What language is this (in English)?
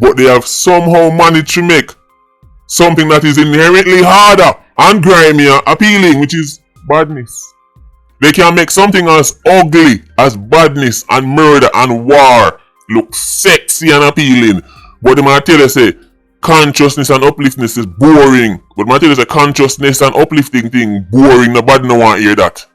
Jamaican Creole English